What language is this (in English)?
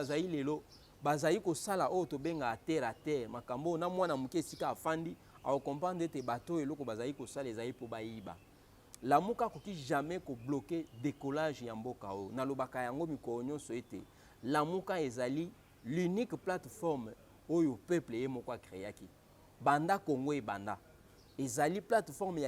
Lingala